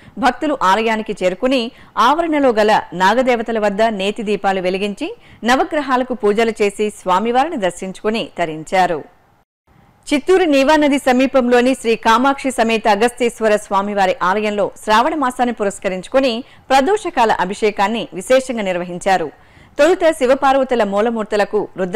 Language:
Telugu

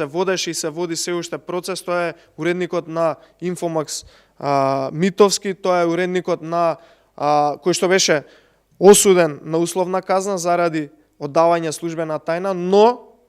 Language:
Macedonian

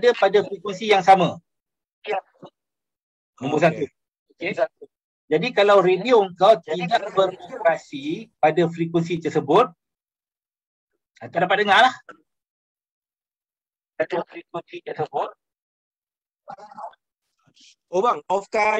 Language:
Malay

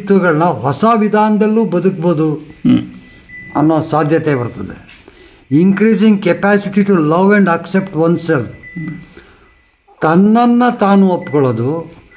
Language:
Kannada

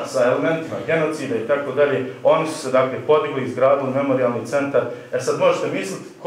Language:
Bosnian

